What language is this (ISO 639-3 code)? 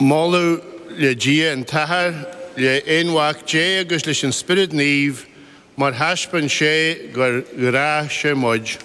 gle